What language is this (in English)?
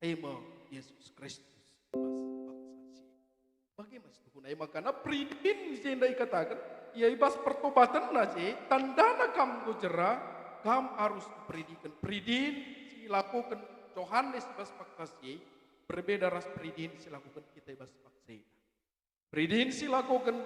Batak Karo